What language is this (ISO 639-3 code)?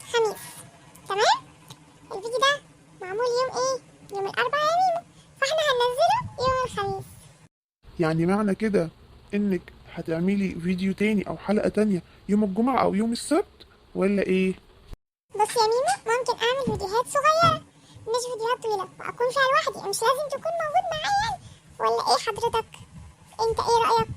arz